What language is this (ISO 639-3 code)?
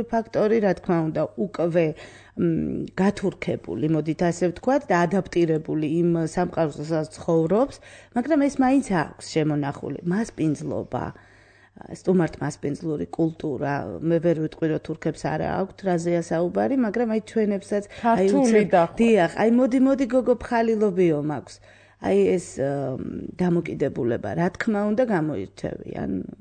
kat